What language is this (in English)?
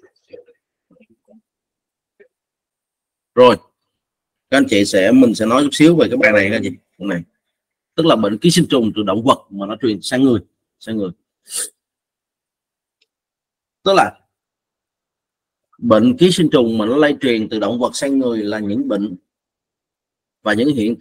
Vietnamese